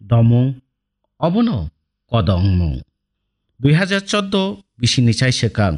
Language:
Kok Borok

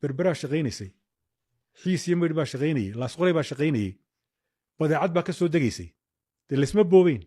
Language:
Somali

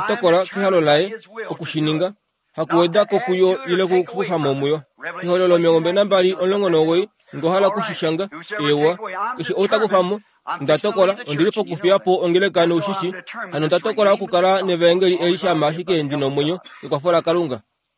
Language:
Kuanyama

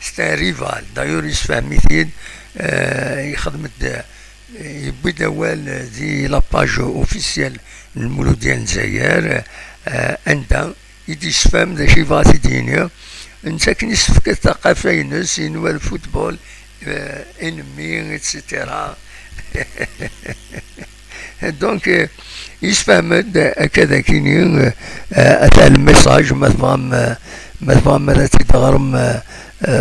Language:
Kabyle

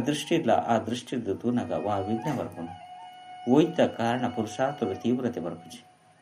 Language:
Tulu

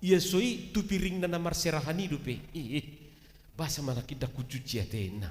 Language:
Batak Toba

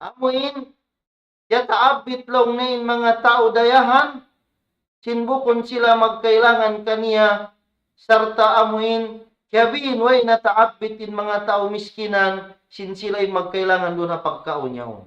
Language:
Tausug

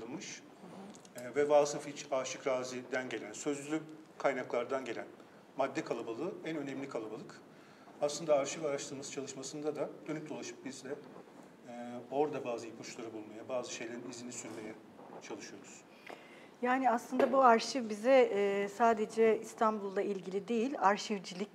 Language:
Turkish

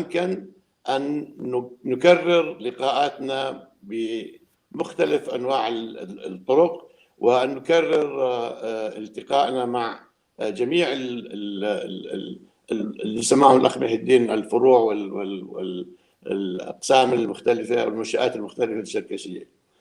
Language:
North Levantine Arabic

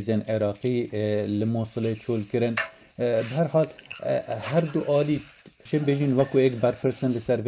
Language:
Kurdish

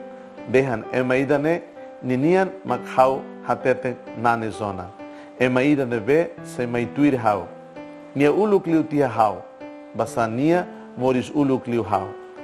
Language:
Tetum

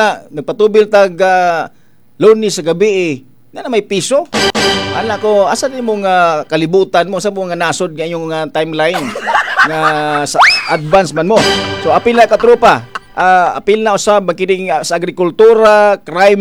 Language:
Cebuano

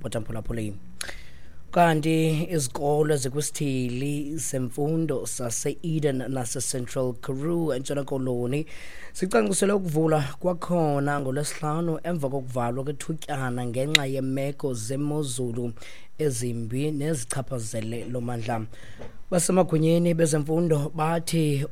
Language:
Xhosa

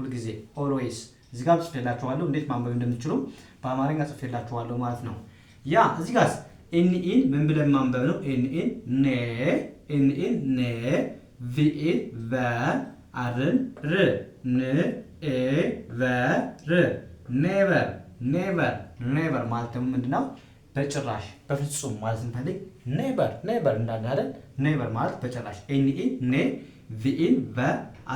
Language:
Amharic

